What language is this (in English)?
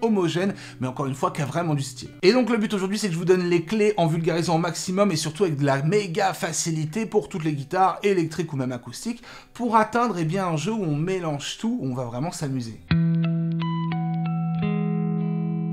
French